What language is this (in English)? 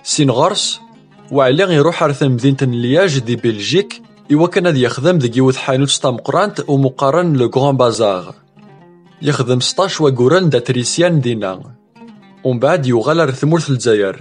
Kabyle